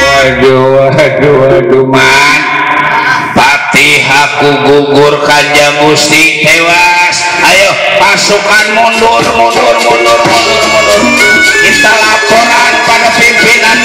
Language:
Betawi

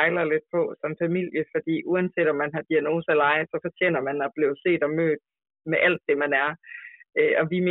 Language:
Danish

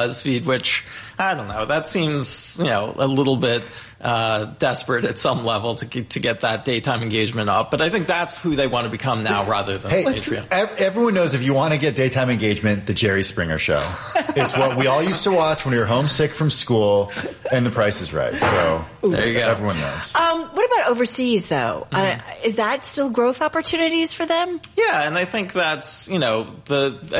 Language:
English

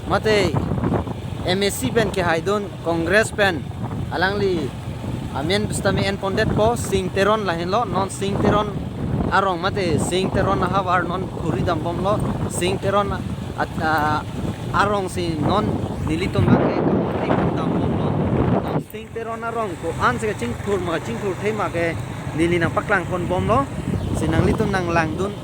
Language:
Karbi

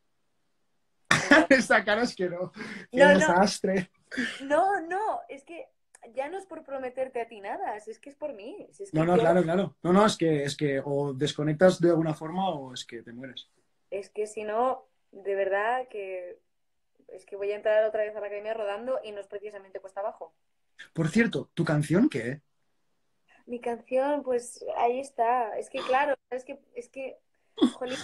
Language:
Spanish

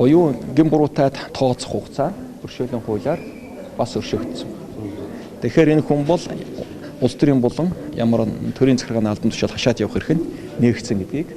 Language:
Mongolian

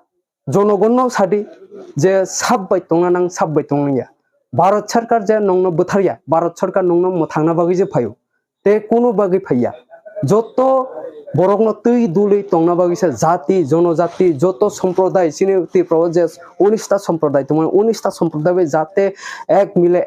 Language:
Kok Borok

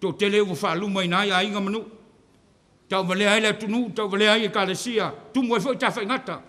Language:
Samoan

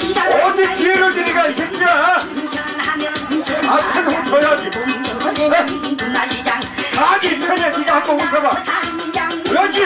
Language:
Korean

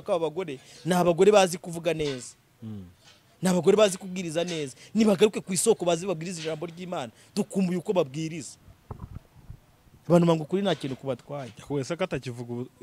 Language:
Kinyarwanda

